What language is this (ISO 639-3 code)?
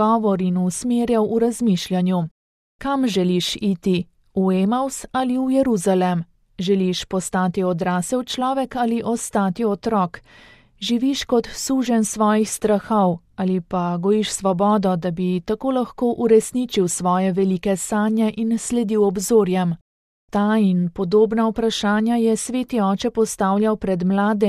slv